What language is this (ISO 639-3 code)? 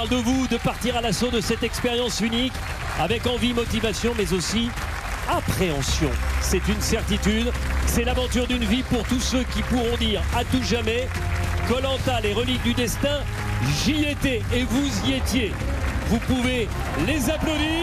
fra